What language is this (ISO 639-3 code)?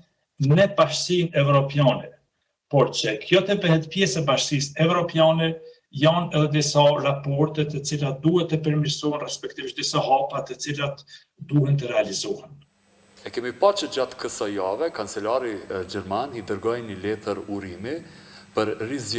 sqi